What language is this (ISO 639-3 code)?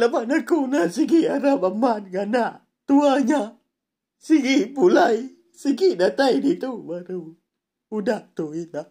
iba